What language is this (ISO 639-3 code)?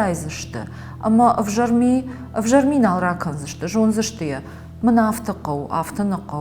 oss